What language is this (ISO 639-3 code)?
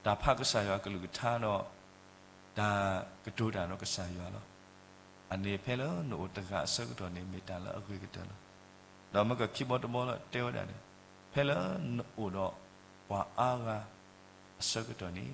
ksw